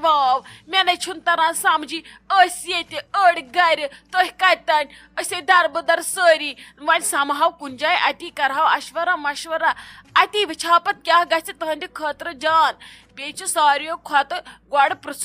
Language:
Kashmiri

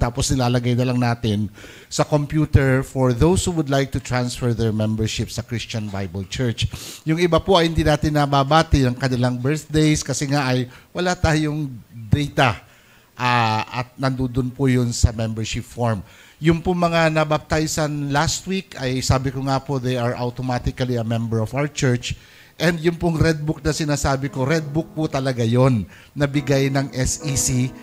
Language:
Filipino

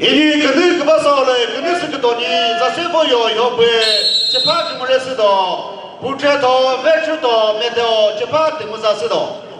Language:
Chokri Naga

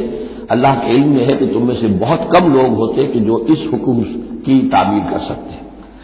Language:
Urdu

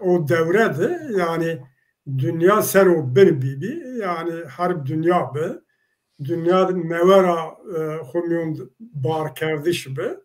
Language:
Zaza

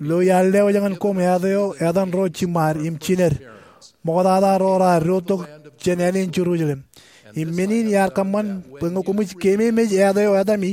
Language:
Marshallese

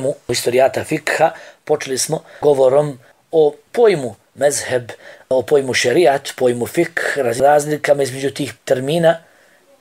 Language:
Bosnian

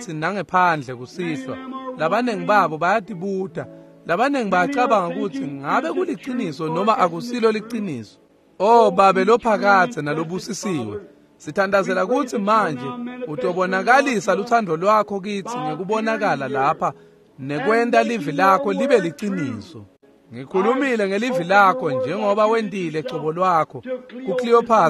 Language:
Swati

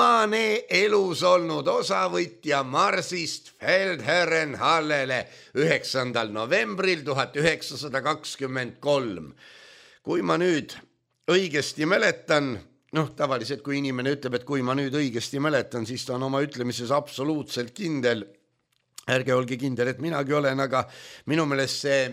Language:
Estonian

